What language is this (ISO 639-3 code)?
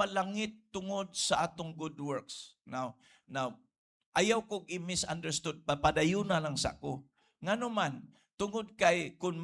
ceb